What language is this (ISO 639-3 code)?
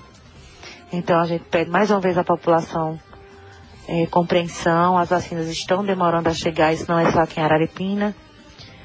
por